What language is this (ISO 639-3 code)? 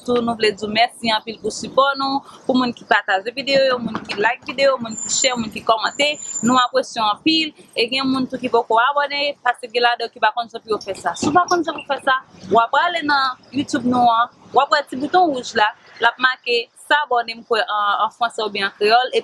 hat